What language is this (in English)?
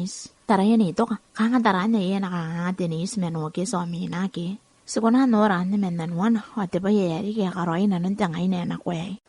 Gilbertese